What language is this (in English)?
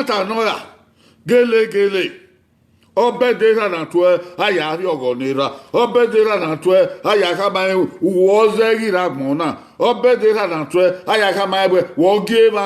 Bini